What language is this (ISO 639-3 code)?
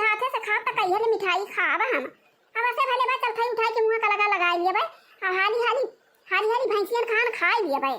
awa